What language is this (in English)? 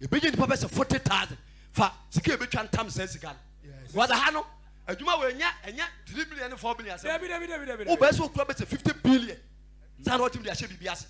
Akan